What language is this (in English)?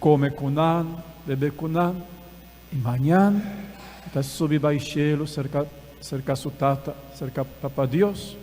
Papiamento